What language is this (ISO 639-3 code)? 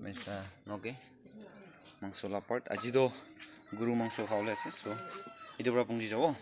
nag